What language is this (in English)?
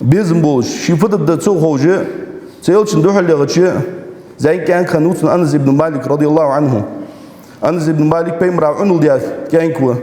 Ingush